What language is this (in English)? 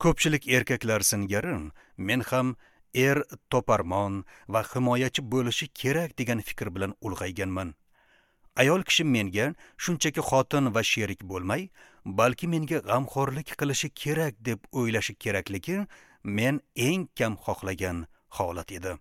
Uzbek